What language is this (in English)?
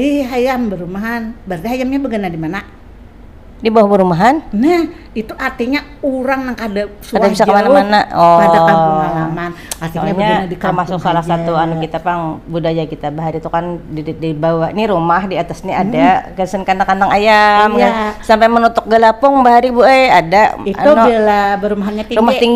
Banjar